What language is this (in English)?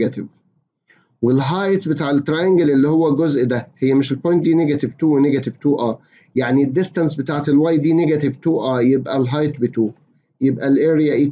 Egyptian Arabic